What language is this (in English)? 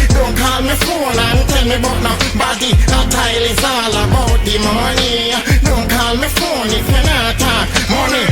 Jamaican Creole English